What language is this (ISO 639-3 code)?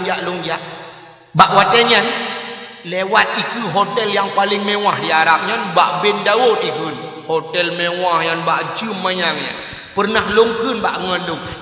ace